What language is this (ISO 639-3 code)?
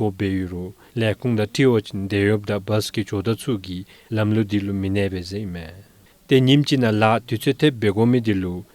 dzo